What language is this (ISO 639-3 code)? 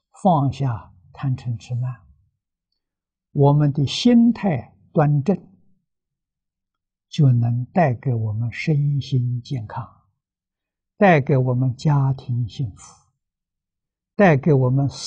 zho